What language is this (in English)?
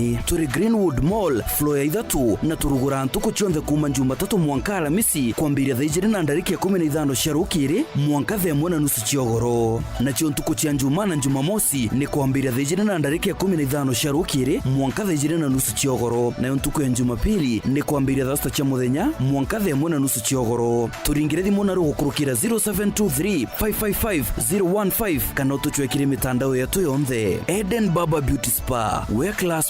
Meru